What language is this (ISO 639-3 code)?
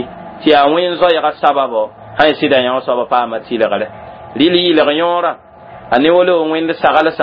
mos